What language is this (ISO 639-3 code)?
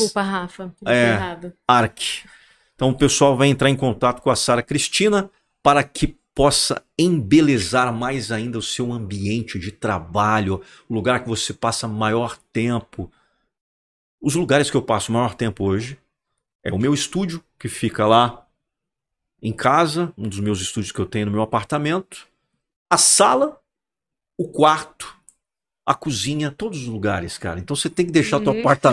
por